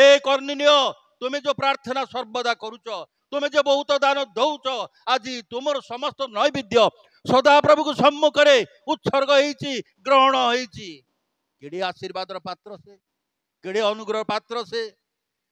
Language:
Odia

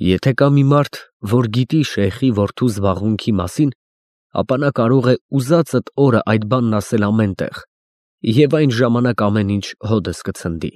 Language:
Armenian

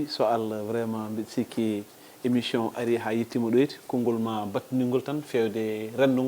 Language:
Fula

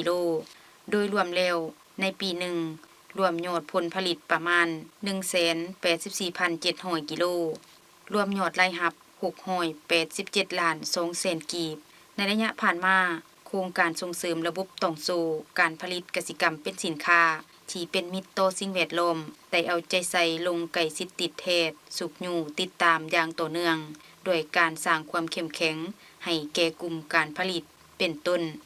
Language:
Lao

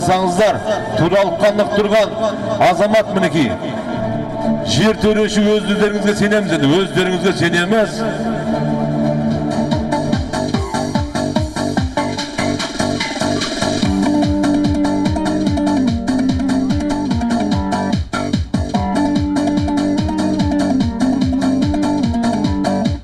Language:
Kazakh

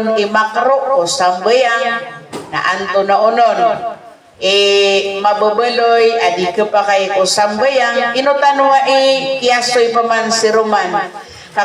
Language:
Maranao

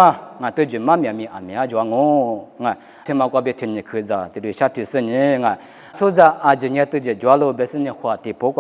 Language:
Lisu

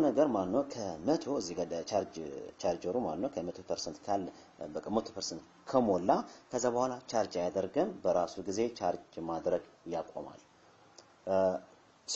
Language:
Amharic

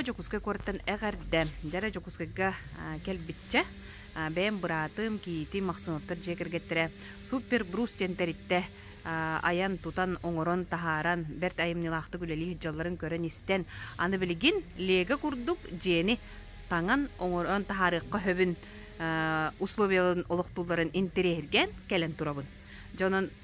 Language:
Yakut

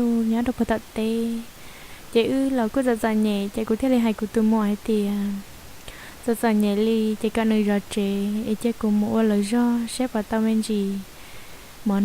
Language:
Hmong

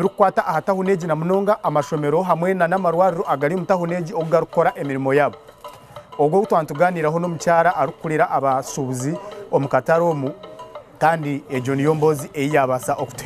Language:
Nyankole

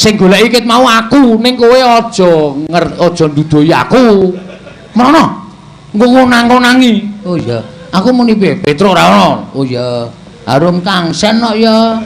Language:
Javanese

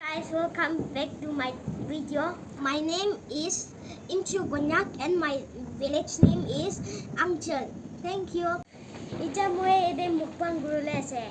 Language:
Naga Pidgin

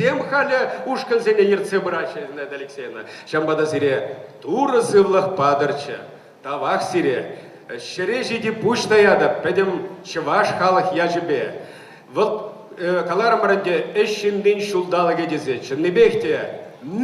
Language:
Chuvash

